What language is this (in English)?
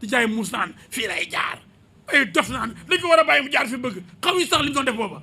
Wolof